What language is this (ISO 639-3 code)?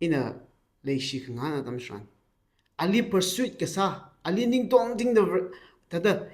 nmf